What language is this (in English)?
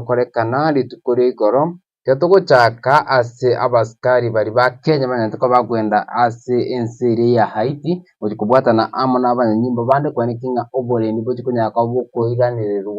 Gusii